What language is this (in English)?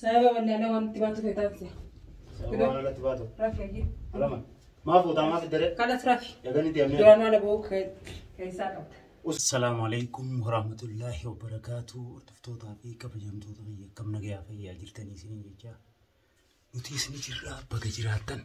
Oromo